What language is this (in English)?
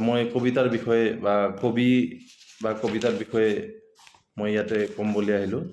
Assamese